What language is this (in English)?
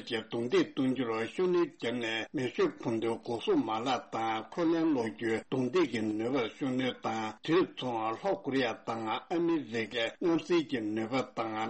Tibetan